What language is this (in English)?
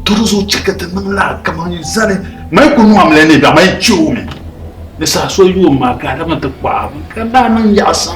Dagbani